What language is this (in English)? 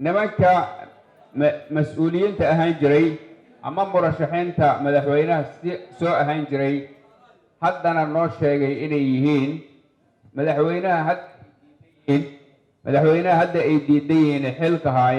Somali